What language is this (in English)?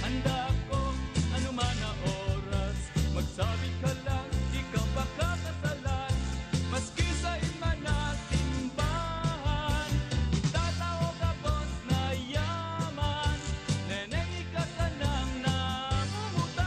Bikol